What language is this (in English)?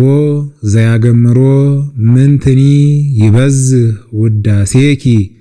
Geez